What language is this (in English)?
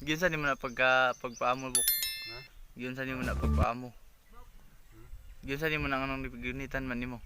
Cebuano